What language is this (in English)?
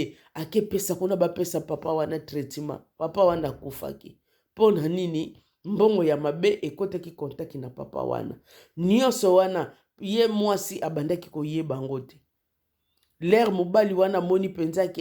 Lingala